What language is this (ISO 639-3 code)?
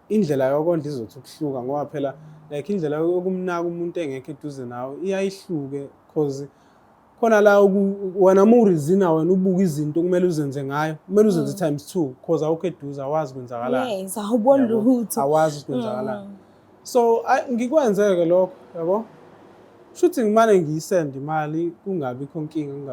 zul